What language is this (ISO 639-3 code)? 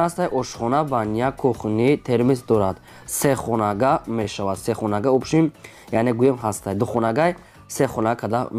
tgk